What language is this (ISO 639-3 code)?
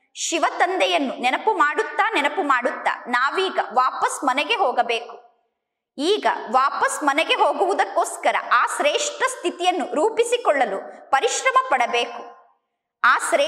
kan